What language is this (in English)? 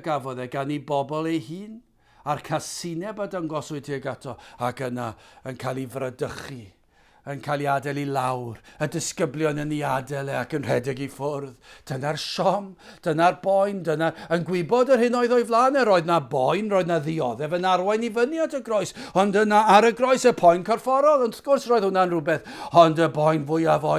Welsh